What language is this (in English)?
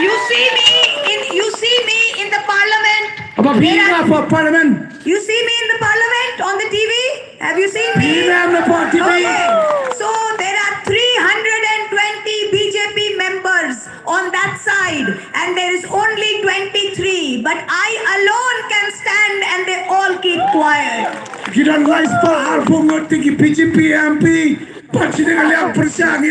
Khasi